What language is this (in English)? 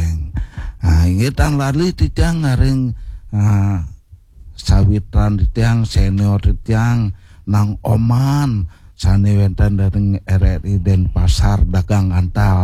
Balinese